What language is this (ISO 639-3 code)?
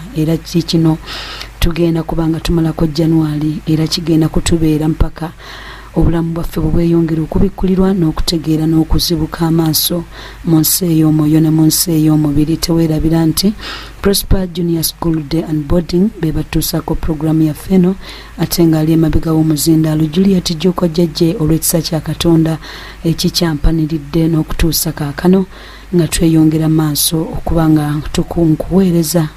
lug